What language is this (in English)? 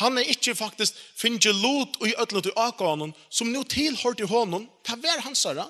Faroese